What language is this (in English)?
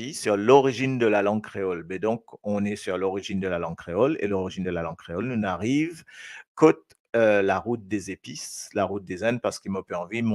Morisyen